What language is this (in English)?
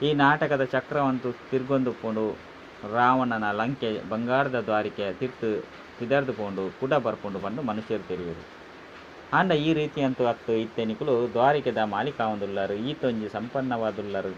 Tulu